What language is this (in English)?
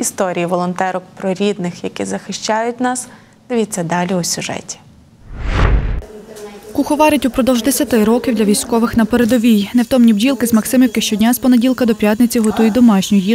Ukrainian